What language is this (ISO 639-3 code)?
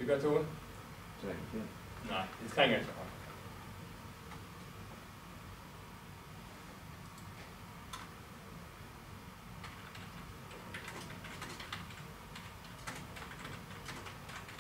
nor